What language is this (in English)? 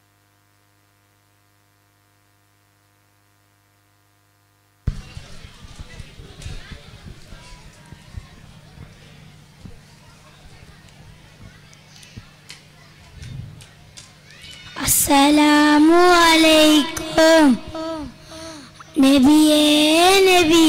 Malayalam